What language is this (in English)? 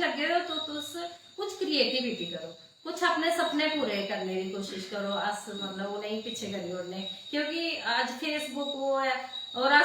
Dogri